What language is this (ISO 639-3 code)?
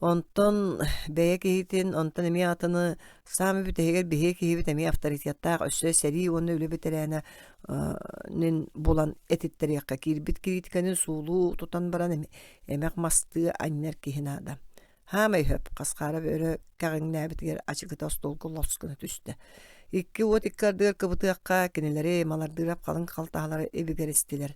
sah